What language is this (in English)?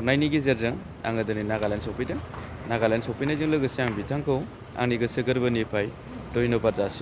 Bodo